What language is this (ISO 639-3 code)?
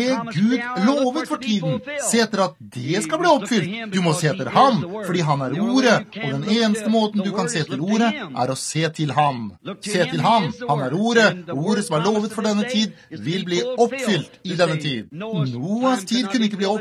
nor